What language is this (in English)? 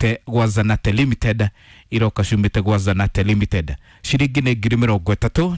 Kikuyu